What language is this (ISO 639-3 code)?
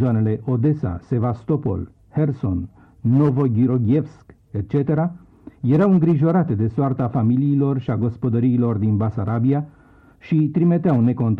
ron